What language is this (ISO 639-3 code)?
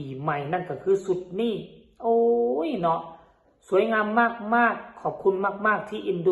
tts